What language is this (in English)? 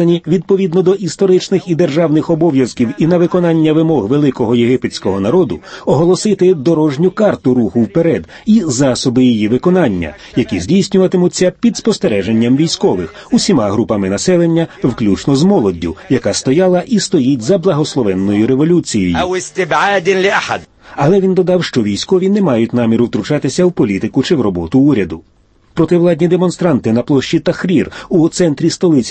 Ukrainian